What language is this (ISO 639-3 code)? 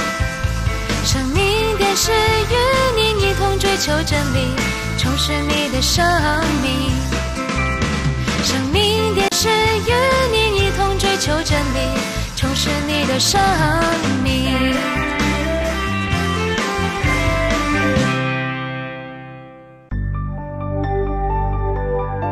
zho